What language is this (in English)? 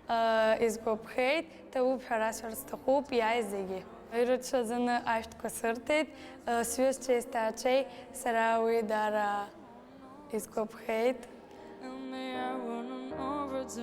Abkhazian